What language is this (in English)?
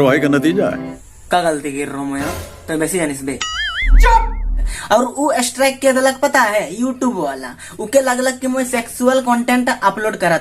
Sadri